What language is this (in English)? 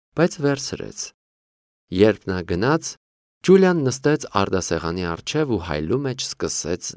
Armenian